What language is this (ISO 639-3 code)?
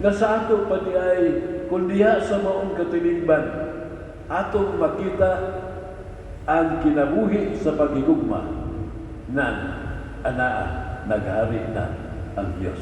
ceb